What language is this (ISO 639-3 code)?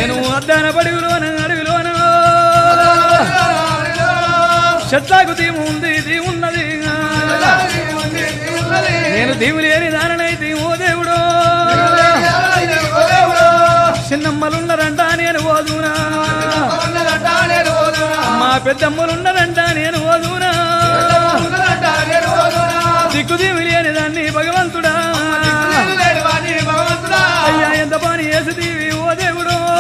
tel